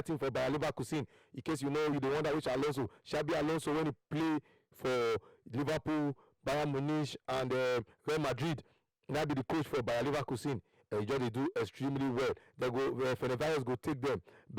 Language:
Nigerian Pidgin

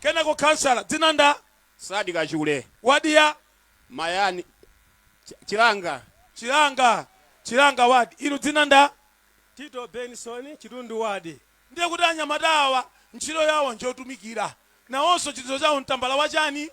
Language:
Nyanja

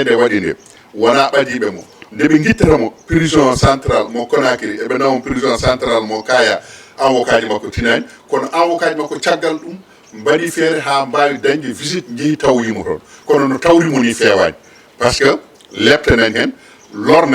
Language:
Fula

